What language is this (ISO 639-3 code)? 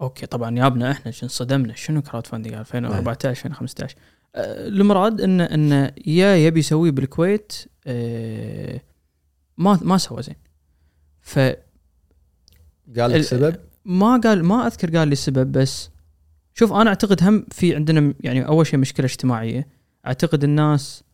afb